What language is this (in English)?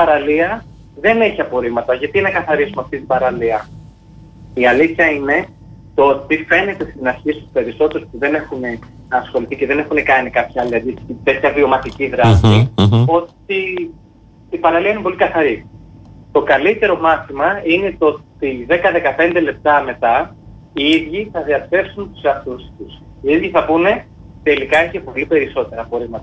Greek